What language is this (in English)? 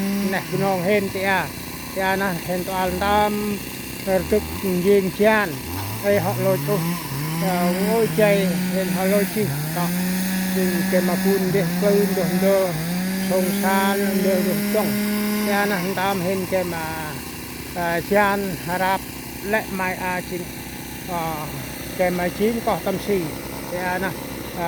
Central Mnong